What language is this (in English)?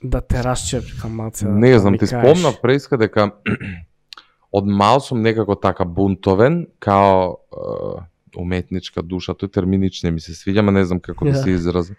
Macedonian